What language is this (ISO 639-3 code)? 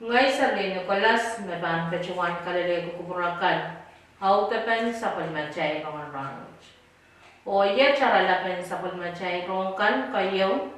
pon